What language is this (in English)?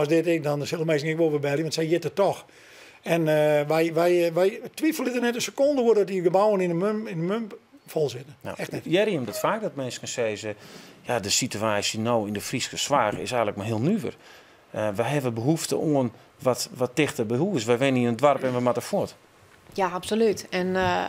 Western Frisian